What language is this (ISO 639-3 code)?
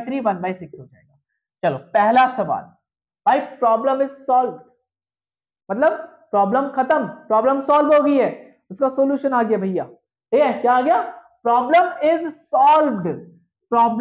hin